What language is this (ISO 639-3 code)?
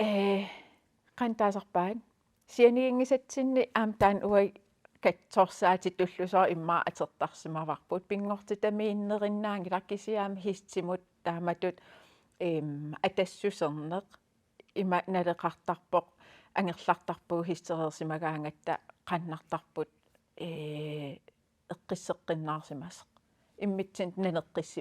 kal